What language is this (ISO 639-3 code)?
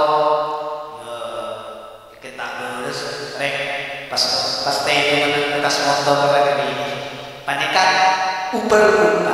mad